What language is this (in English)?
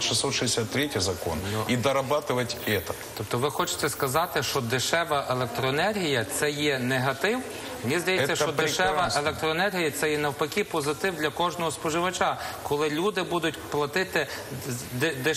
Ukrainian